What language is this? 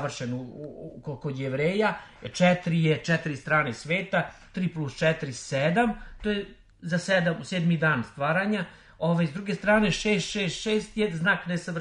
Serbian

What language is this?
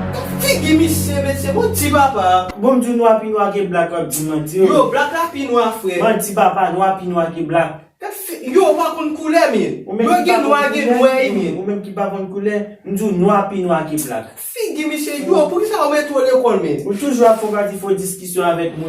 Haitian Creole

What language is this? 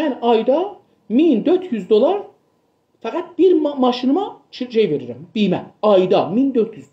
South Azerbaijani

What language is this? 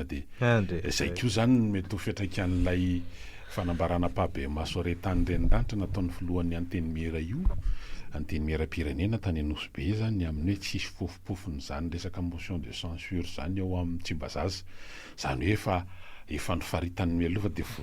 Malagasy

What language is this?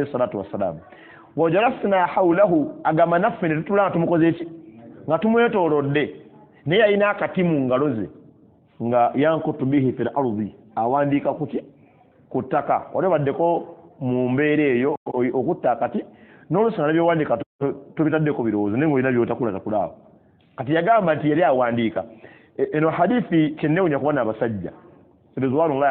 Ganda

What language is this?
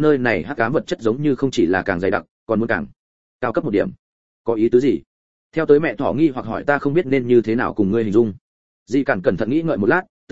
Vietnamese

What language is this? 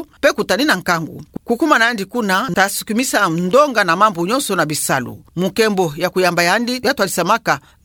Kituba (Democratic Republic of Congo)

